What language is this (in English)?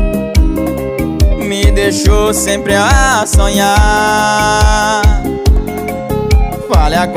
Portuguese